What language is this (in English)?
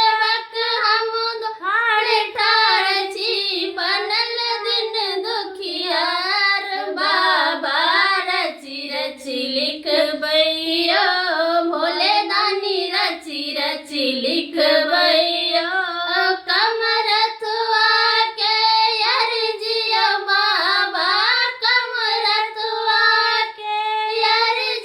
Maithili